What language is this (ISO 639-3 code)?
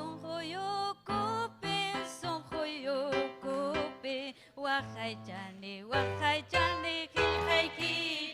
quy